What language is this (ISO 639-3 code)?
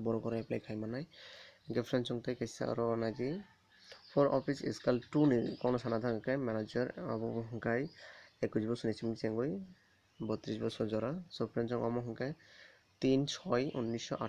trp